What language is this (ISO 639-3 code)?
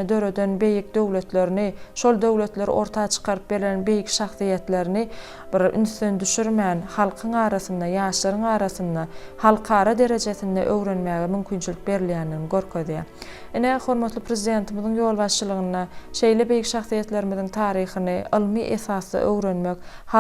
tuk